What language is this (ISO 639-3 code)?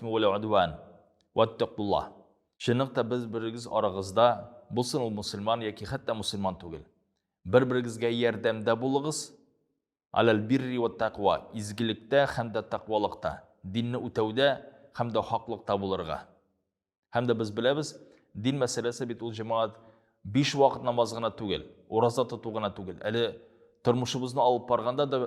tat